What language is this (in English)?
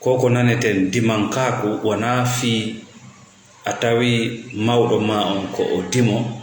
Fula